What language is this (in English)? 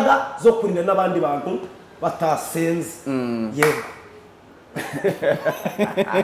Kinyarwanda